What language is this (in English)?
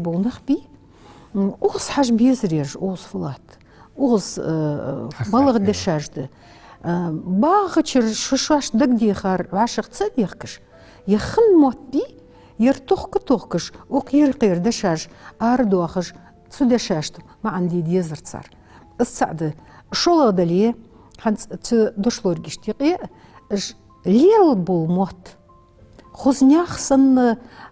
Ingush